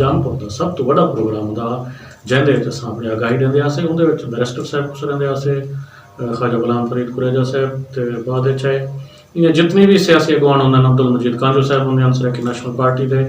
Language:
Saraiki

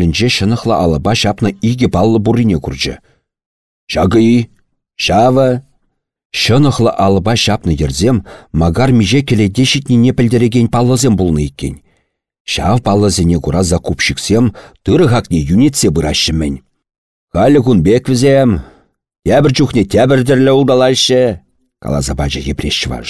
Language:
Chuvash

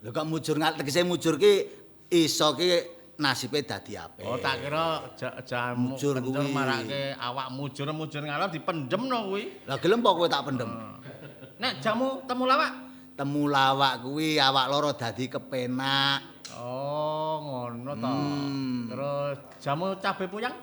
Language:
Javanese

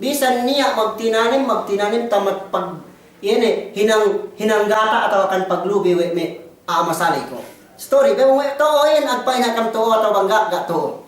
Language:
Yakan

